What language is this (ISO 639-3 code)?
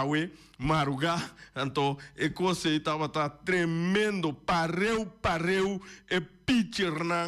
pap